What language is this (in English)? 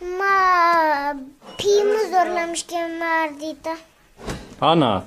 Zaza